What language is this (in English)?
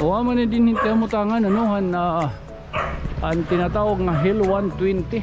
Waray